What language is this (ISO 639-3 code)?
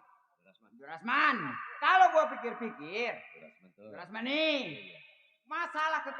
bew